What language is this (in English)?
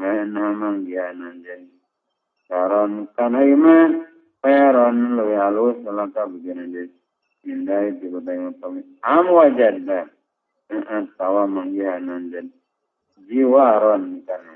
Sundanese